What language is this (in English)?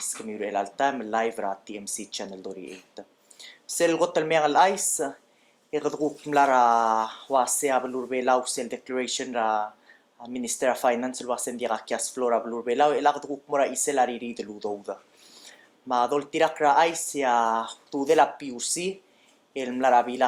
Palauan